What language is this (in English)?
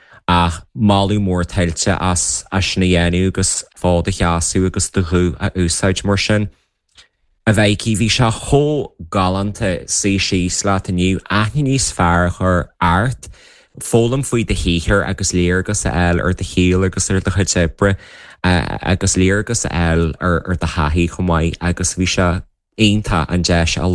Irish